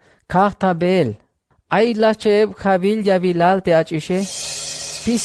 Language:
Tzeltal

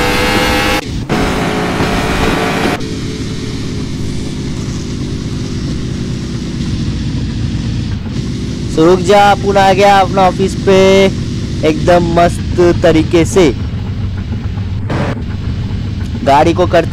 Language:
Hindi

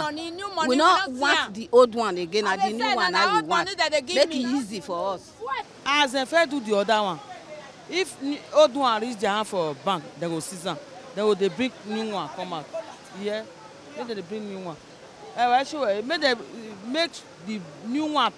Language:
Nigerian Pidgin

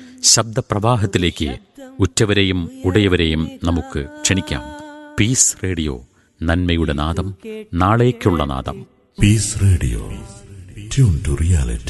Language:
Malayalam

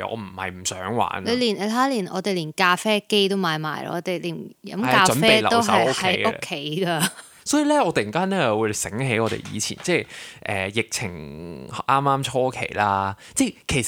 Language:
Cantonese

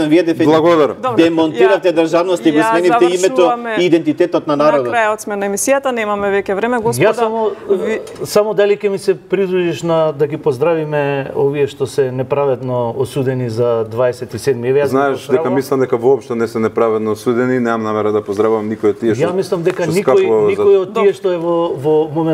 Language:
Macedonian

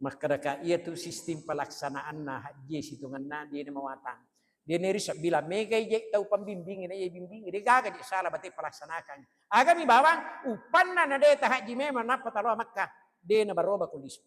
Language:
Buginese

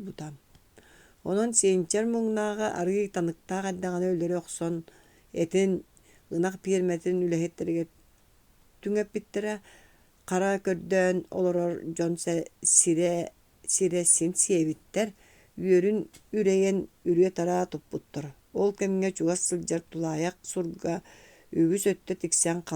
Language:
Yakut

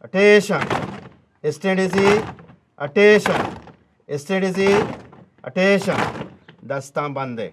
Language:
Baluchi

